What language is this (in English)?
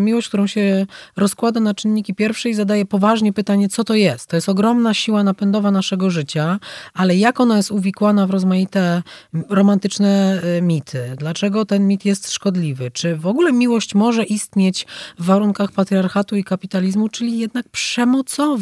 Polish